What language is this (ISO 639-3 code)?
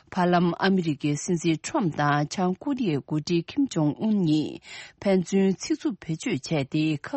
bod